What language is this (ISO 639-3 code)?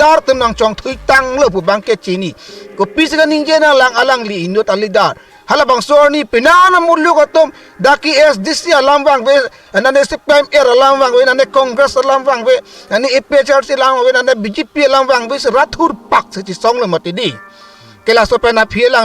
mjw